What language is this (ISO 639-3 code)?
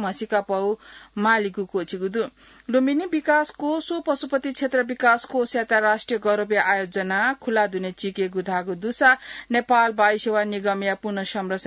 new